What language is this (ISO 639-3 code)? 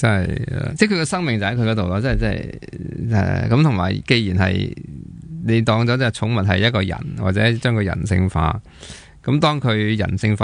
yue